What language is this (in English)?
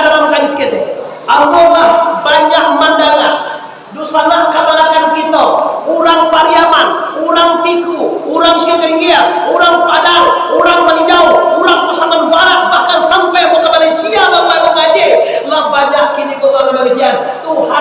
Minangkabau